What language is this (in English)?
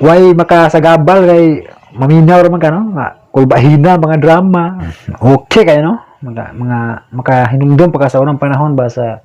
Cebuano